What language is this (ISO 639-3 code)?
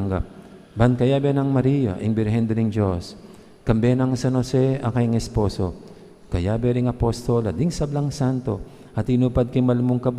pam